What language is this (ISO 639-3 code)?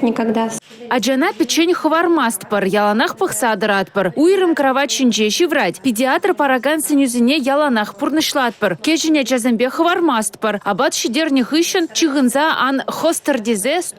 chv